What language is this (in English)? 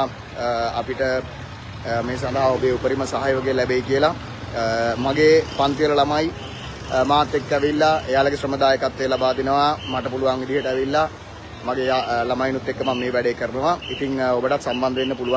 Sinhala